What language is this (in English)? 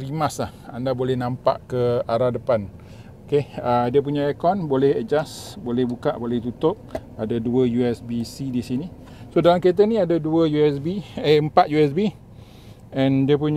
Malay